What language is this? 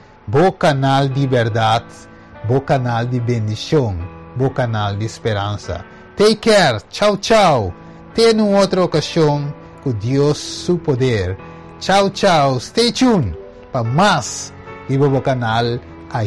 Papiamento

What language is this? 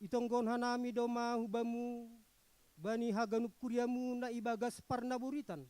Batak Simalungun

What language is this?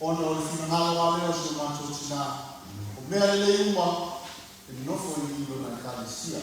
Samoan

